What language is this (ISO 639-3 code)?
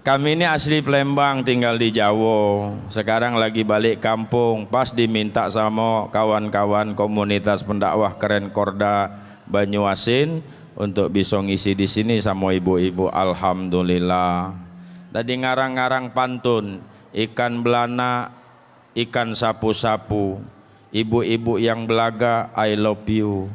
mui